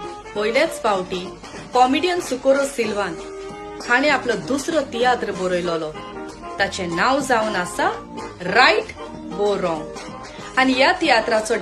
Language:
Konkani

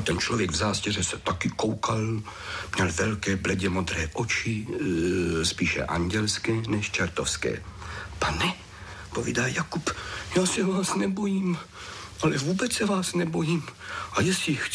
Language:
Czech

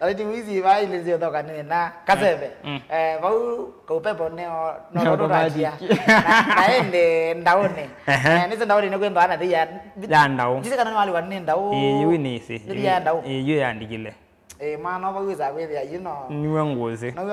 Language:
Kamba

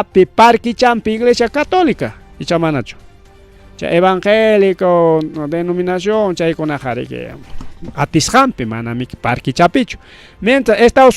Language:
Ayacucho Quechua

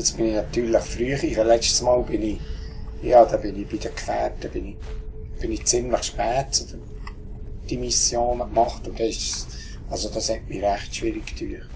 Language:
Swiss German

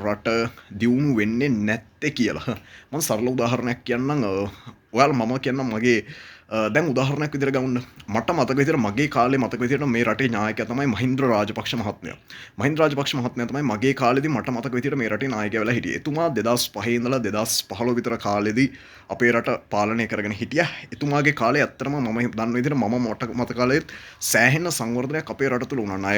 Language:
Sinhala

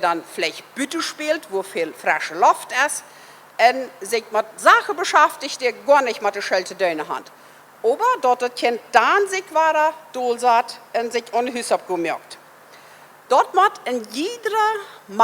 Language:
Plautdietsch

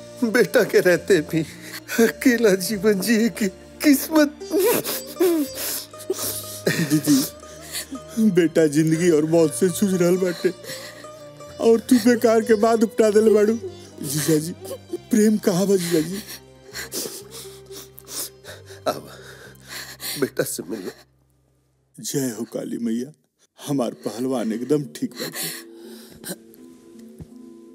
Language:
Bhojpuri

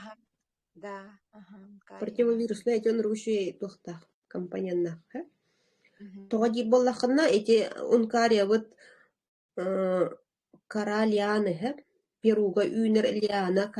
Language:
Yakut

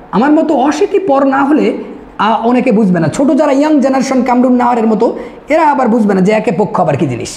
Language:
Bangla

